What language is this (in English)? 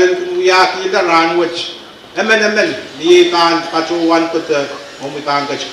Pohnpeian